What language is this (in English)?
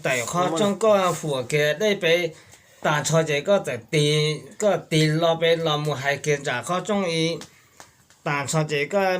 Hmong